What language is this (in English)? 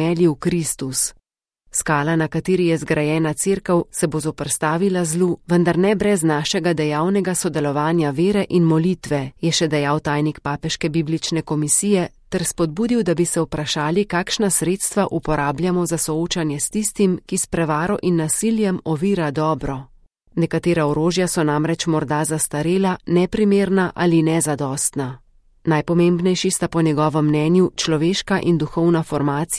Slovenian